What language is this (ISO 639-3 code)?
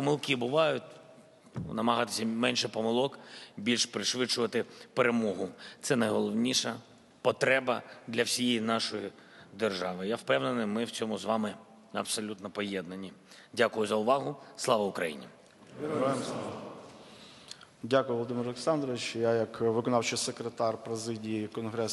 ukr